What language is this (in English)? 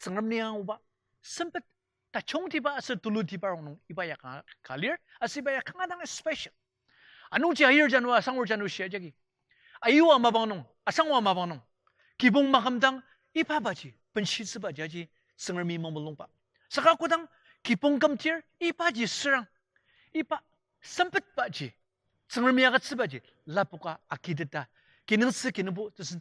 Ao Naga